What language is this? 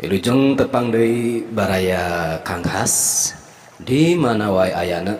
Sundanese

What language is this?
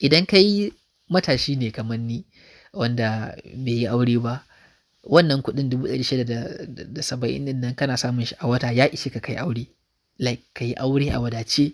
Hausa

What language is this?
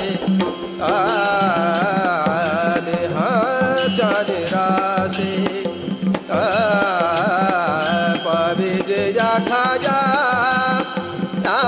Marathi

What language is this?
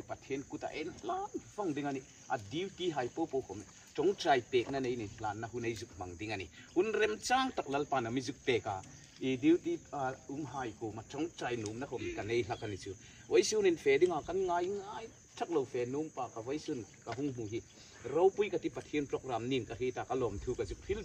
Hmar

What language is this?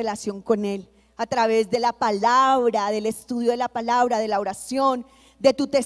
Spanish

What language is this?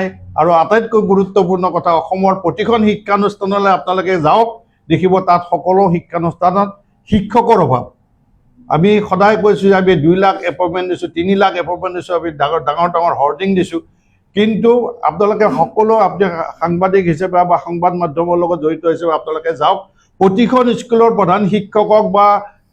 Assamese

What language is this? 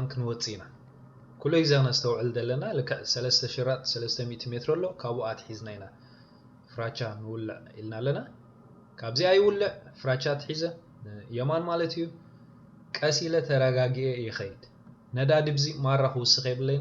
Tigrinya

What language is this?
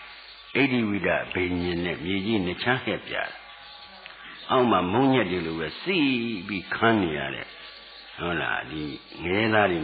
Burmese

